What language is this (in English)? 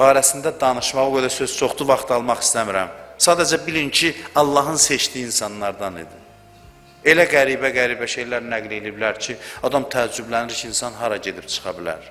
Azerbaijani